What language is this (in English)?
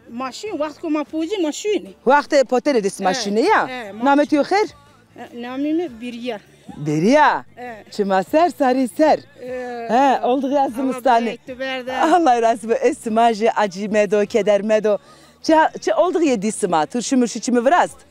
Zaza